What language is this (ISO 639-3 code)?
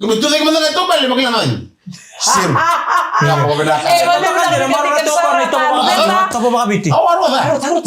fij